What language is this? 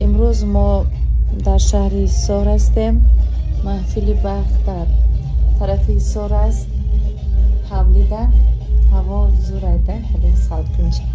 Tajik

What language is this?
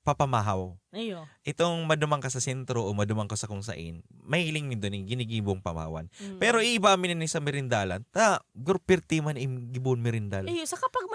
Bikol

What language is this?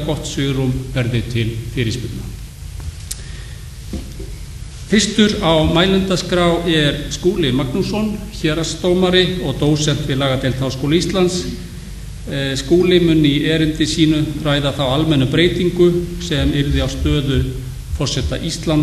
Icelandic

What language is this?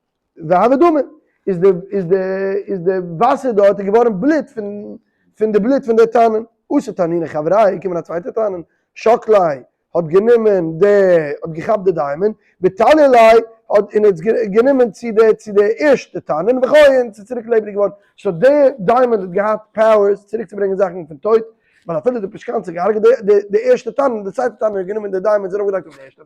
Yiddish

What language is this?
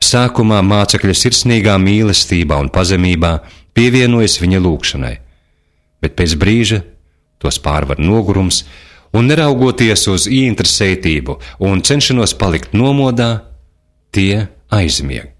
Latvian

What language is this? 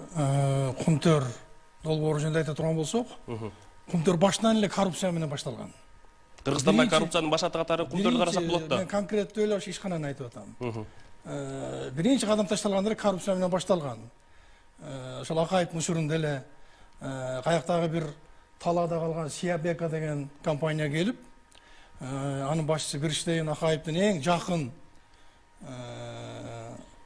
Kyrgyz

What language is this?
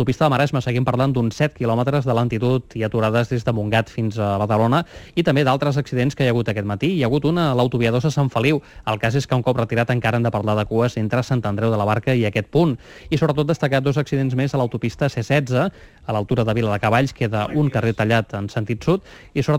Catalan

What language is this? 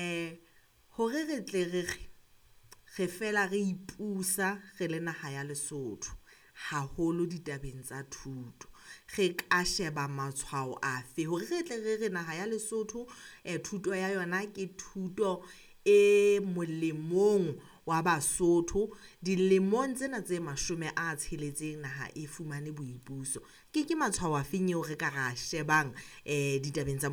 Southern Sotho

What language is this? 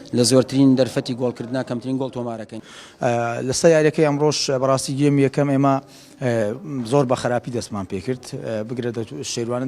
Central Kurdish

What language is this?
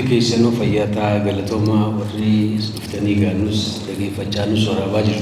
Oromo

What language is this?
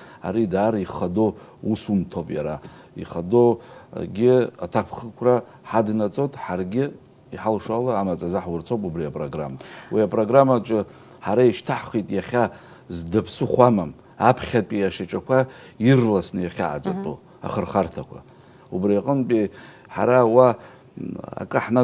Abkhazian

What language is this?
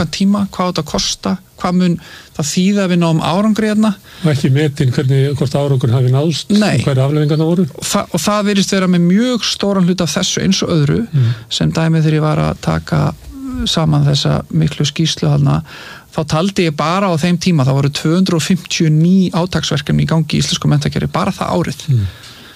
Icelandic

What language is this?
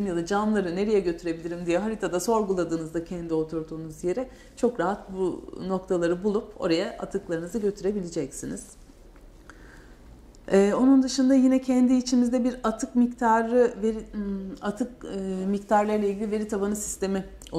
Turkish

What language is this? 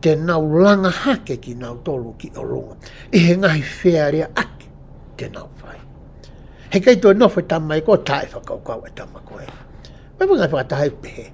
Tongan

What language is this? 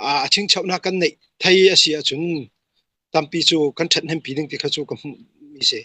Falam Chin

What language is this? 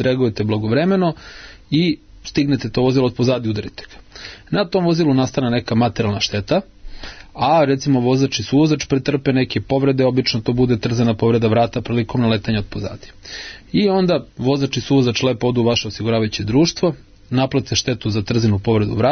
Serbian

